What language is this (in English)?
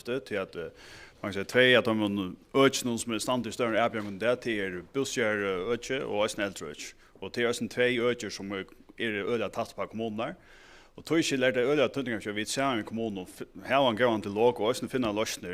Faroese